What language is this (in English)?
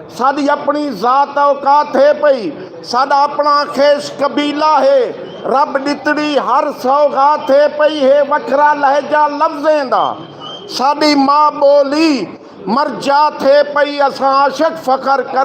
Saraiki